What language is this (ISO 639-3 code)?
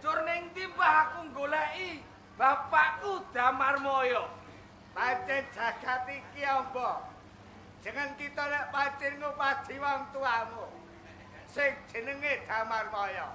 jav